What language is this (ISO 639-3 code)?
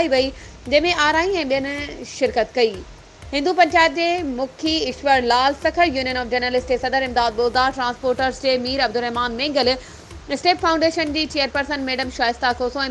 snd